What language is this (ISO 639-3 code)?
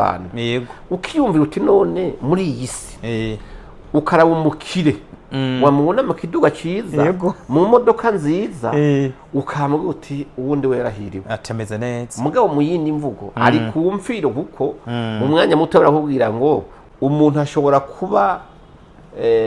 run